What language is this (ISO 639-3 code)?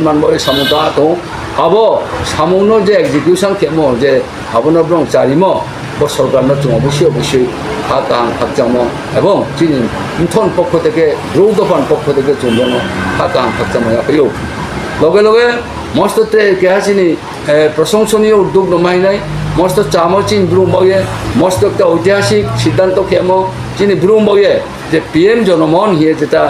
ria